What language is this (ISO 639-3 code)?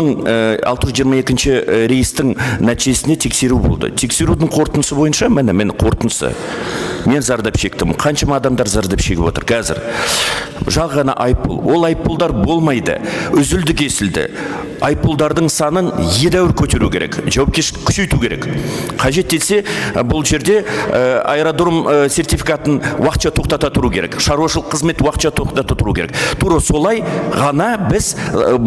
kaz